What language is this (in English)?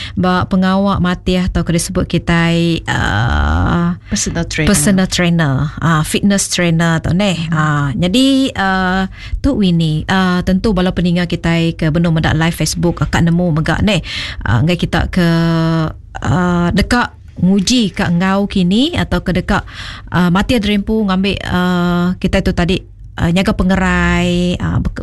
Iban